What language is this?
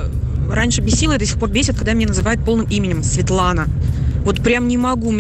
Russian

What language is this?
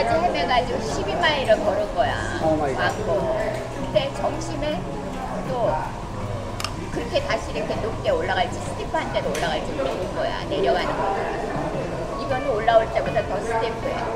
Korean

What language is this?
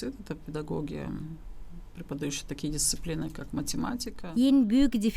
Gagauz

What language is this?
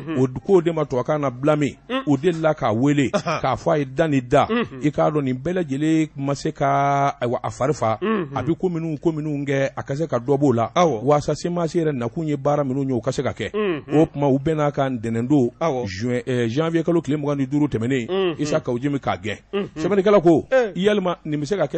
Bambara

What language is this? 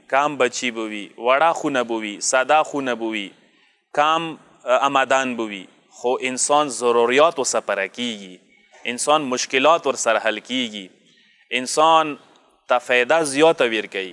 Pashto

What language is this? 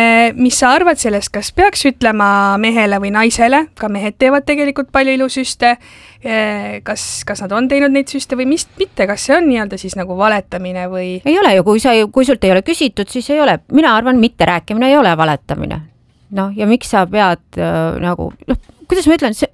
Estonian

